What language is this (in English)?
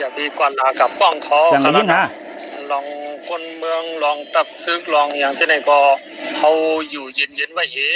Shan